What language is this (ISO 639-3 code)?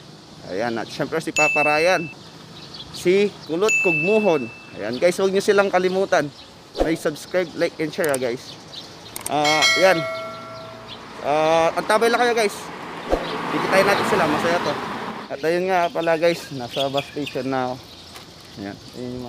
fil